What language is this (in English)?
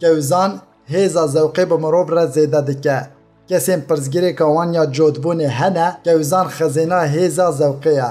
Kurdish